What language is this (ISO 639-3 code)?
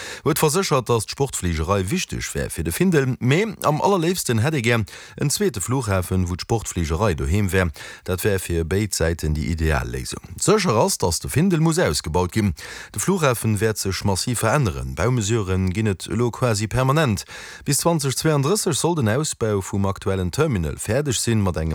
ltz